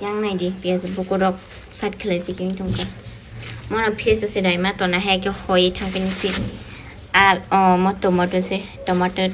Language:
Kok Borok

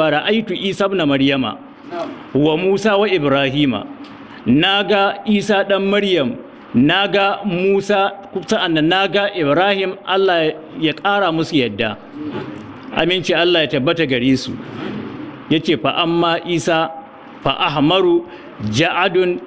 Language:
Hausa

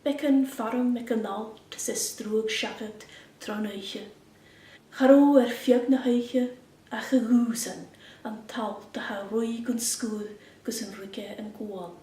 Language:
Scottish Gaelic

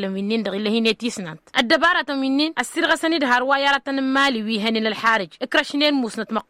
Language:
Tamasheq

